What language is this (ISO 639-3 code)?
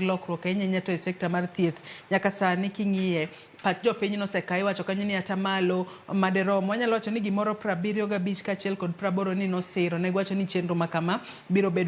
luo